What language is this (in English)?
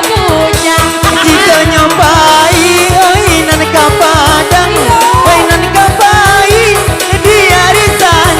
Minangkabau